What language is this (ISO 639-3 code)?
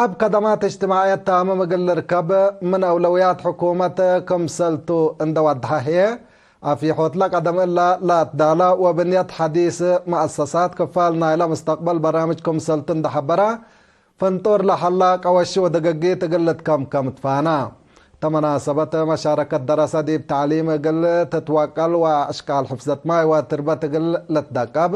tig